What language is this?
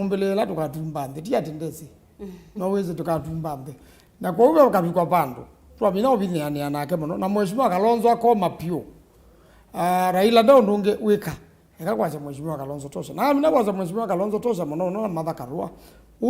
Kamba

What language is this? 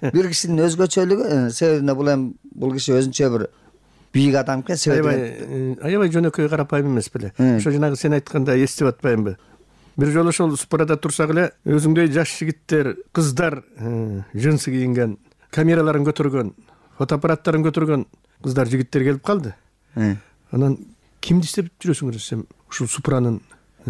Kyrgyz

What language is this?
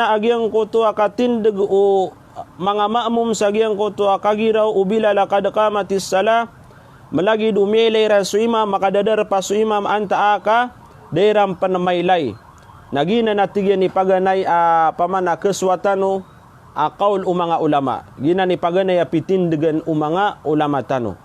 Maranao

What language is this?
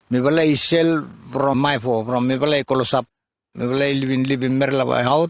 Bislama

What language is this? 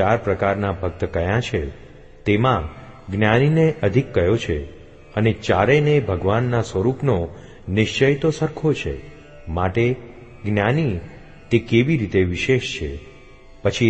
Gujarati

